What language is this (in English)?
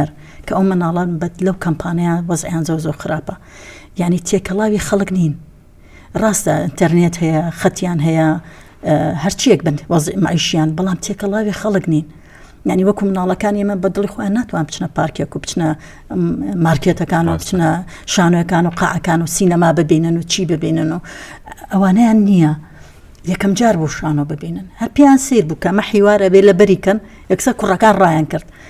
Central Kurdish